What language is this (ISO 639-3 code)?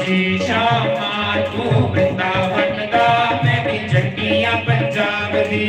doi